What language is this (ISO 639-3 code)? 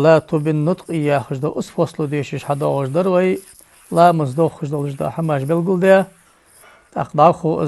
inh